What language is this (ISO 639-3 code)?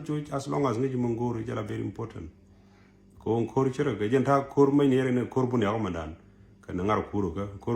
nus